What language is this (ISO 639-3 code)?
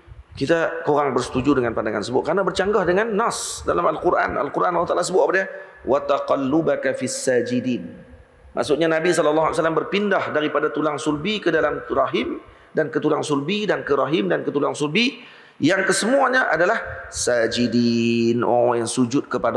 msa